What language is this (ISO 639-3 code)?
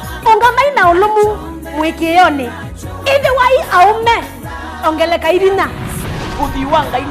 kam